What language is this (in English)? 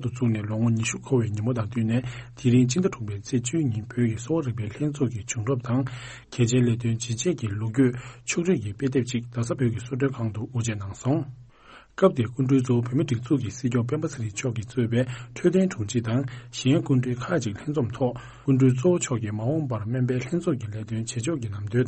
Tibetan